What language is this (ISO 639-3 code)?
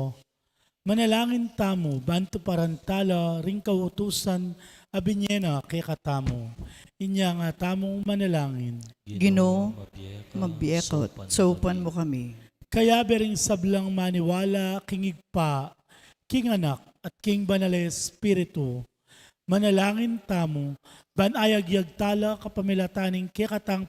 pam